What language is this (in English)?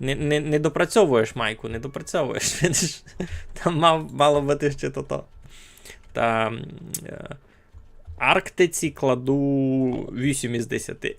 Rusyn